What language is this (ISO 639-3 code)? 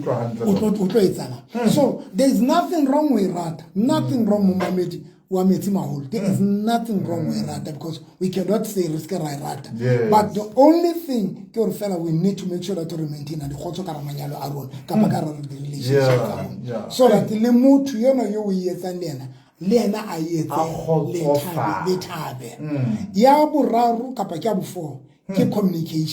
sot